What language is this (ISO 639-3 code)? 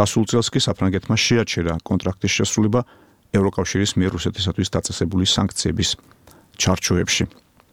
kat